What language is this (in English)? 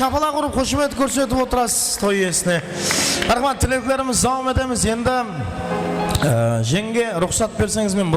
Kara-Kalpak